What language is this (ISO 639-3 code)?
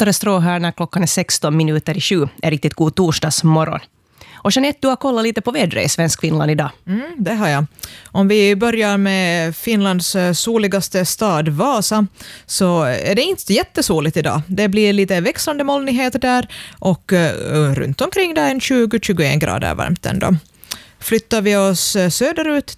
swe